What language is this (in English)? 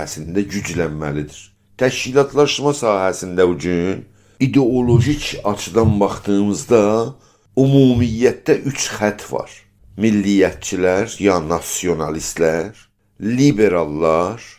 South Azerbaijani